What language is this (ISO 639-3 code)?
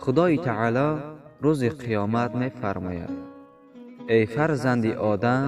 tgk